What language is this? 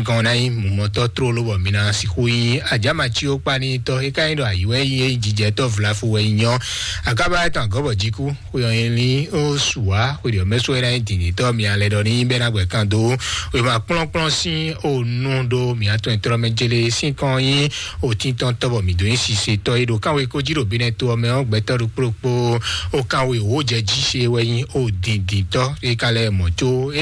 Fon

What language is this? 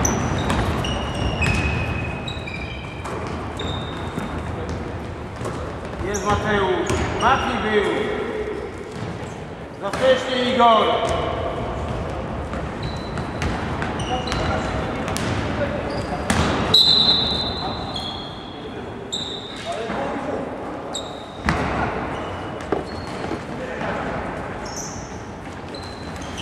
Polish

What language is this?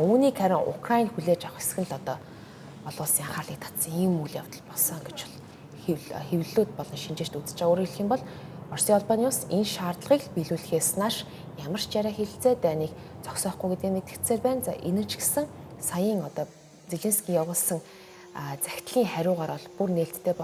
Mongolian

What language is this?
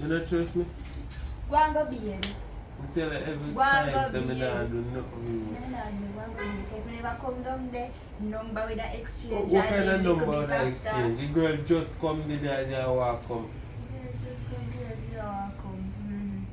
Jamaican Creole English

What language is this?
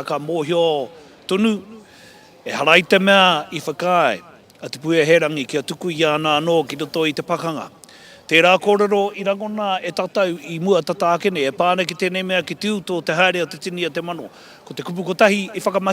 Māori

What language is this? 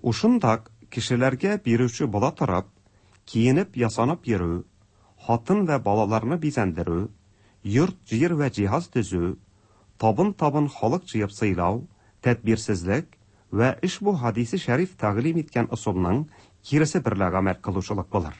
Tatar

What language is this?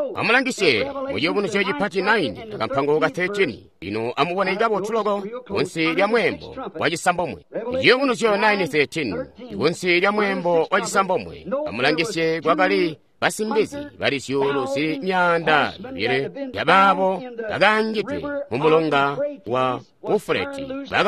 Tonga (Zambia)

